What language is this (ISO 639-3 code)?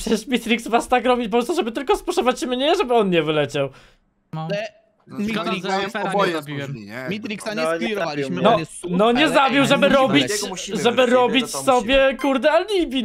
pol